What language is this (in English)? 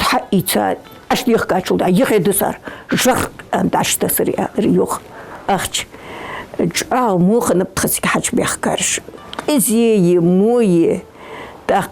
Ingush